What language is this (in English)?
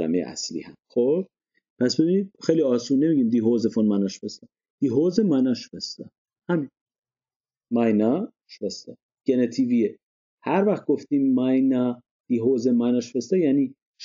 Persian